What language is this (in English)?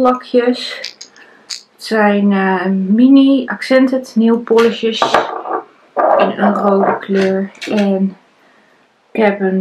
Dutch